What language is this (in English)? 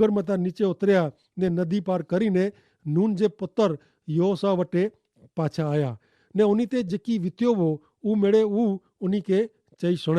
Kachhi